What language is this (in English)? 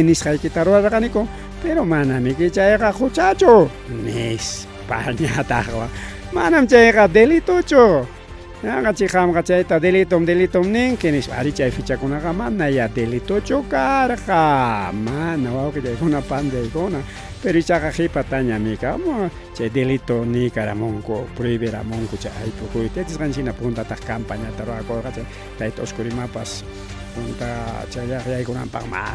Ayacucho Quechua